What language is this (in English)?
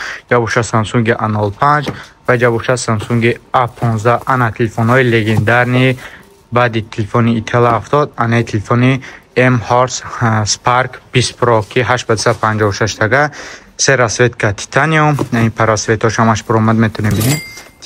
Tajik